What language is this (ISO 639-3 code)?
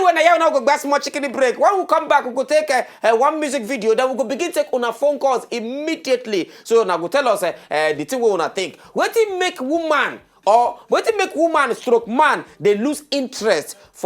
pcm